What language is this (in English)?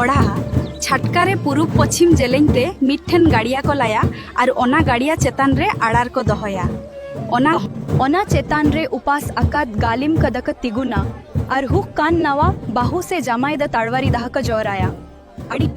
Santali